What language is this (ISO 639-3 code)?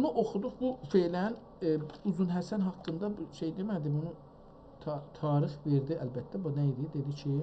azb